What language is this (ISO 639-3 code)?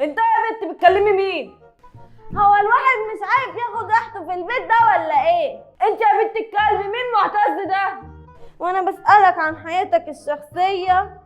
arz